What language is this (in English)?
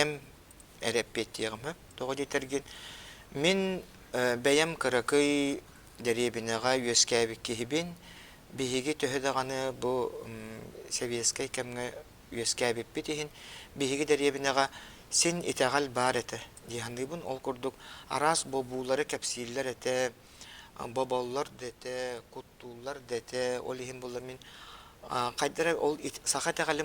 Yakut